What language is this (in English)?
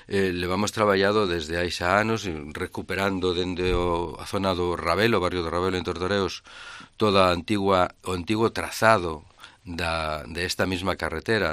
Galician